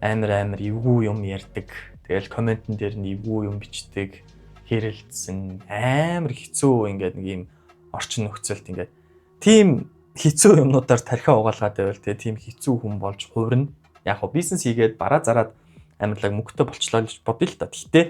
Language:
Mongolian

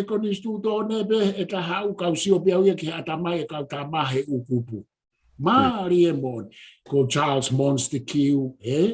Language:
Tongan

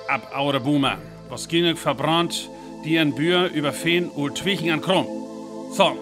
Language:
Northern Frisian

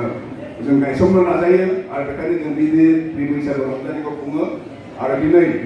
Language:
Bodo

